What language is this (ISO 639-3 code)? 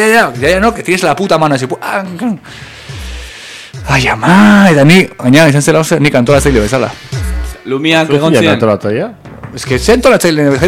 eus